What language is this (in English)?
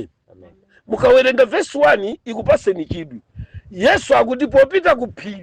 Nyanja